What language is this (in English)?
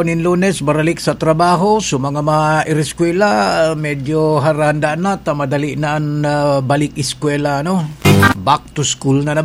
Bikol